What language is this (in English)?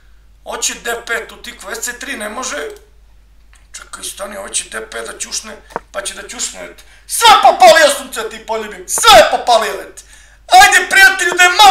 Serbian